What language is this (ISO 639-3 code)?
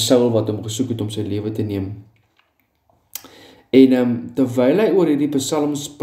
afr